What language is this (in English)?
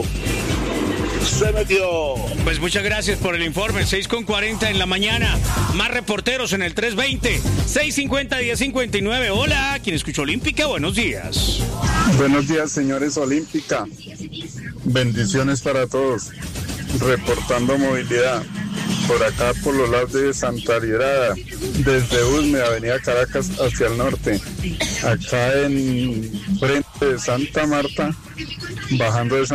Spanish